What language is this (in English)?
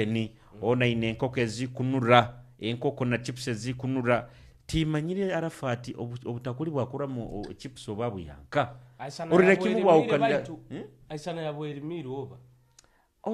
Nyoro